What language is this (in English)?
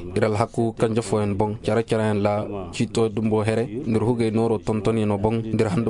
Koyraboro Senni